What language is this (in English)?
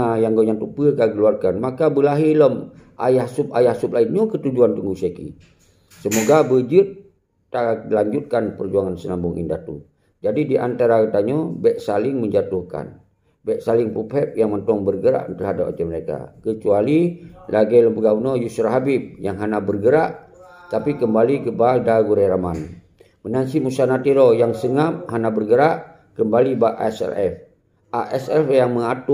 Achinese